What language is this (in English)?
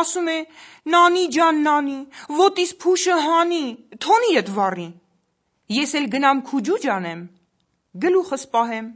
Armenian